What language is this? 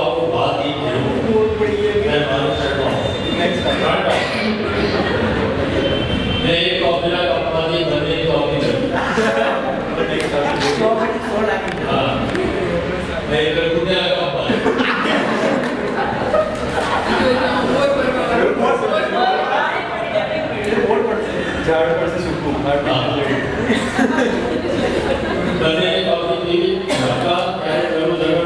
Gujarati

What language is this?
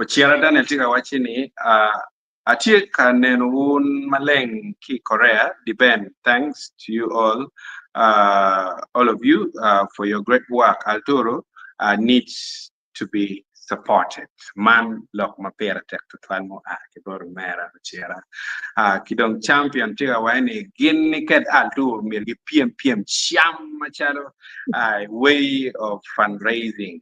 Acoli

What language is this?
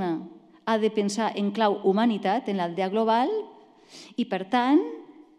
Catalan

